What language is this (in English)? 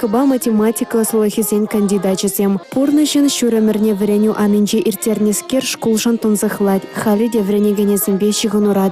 Chuvash